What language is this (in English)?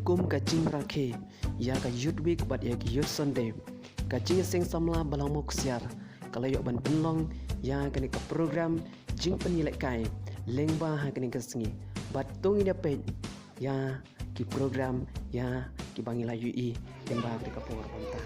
Khasi